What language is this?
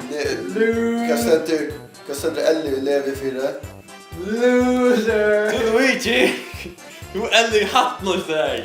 Faroese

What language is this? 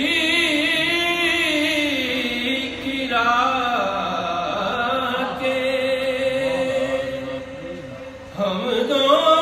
Urdu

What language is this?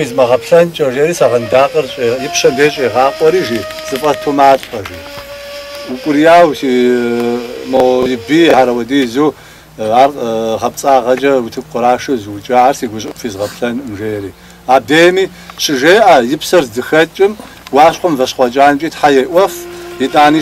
Kabardian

